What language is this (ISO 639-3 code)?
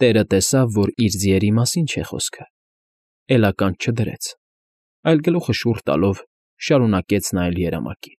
hye